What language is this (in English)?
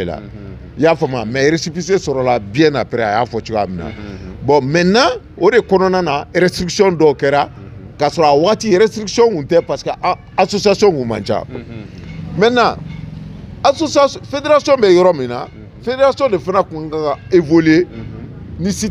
Bambara